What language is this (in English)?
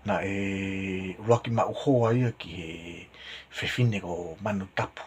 Tongan